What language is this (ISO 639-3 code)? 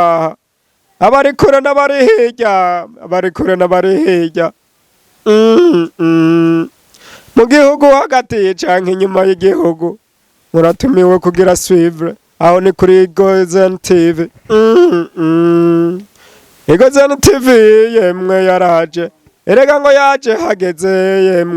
run